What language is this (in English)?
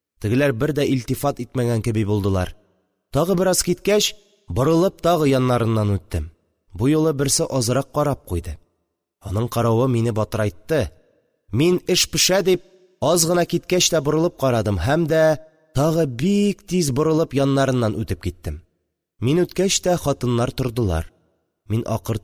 Tatar